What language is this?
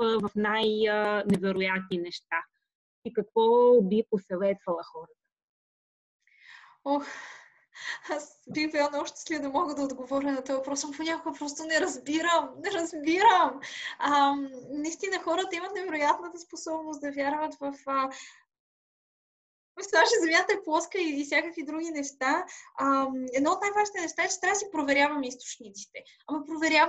Bulgarian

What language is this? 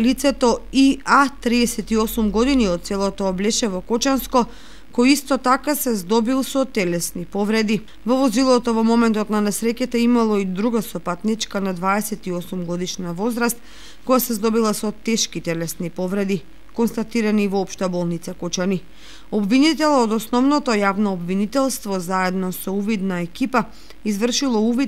Macedonian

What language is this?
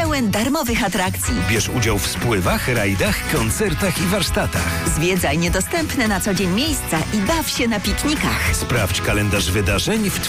Polish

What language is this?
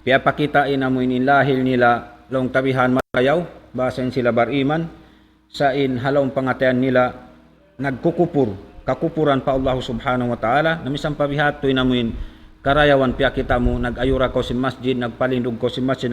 Tausug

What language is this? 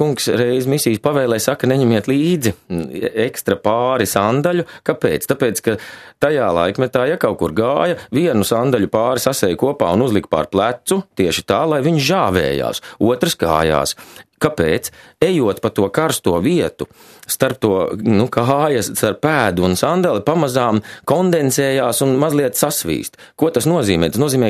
Latvian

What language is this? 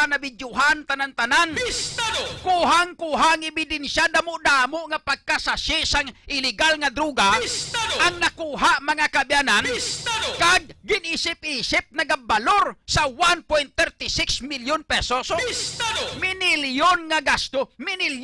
Hiligaynon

